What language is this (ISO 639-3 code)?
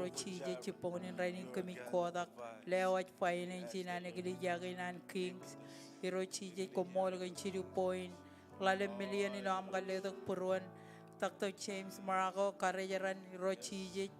mah